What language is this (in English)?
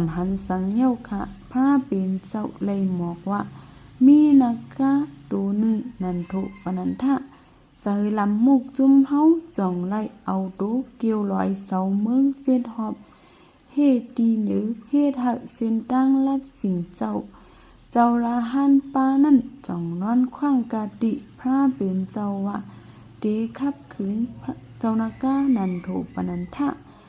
Shan